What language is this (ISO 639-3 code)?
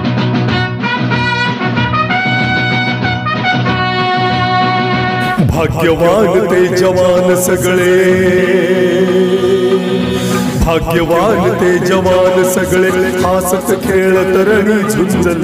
mar